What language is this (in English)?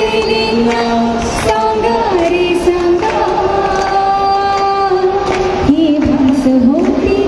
Marathi